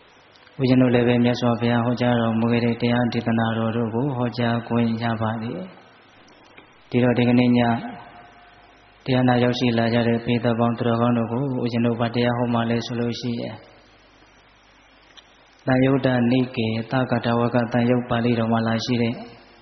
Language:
Burmese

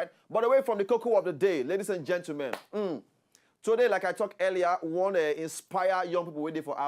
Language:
Nigerian Pidgin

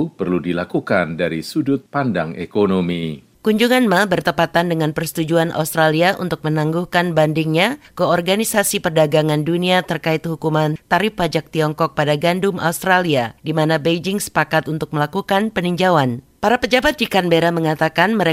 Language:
Indonesian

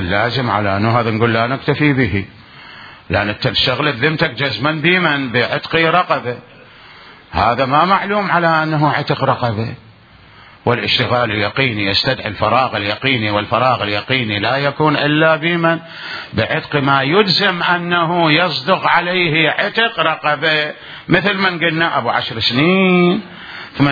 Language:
Mesopotamian Arabic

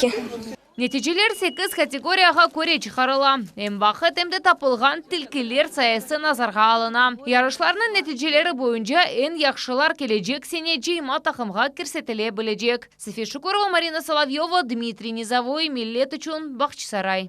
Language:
Crimean Tatar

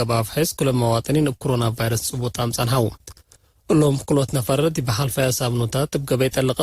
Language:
Tigre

